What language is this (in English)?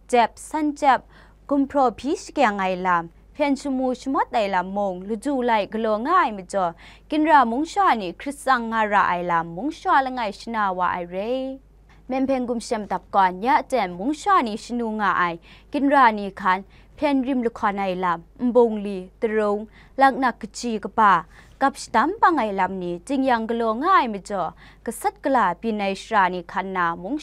Kachin